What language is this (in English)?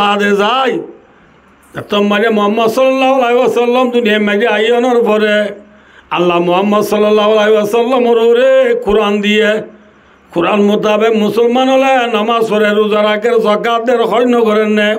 Rohingya